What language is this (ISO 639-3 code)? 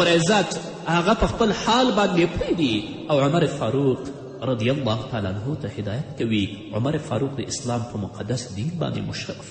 pus